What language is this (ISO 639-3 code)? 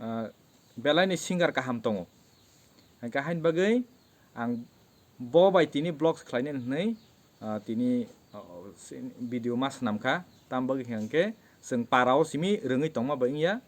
trp